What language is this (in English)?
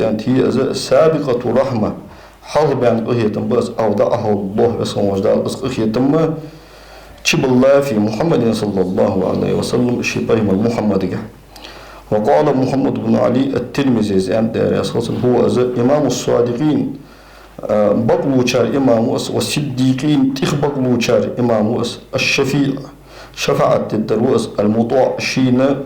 Ingush